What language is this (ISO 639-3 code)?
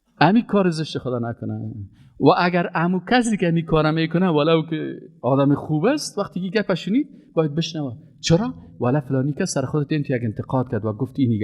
fas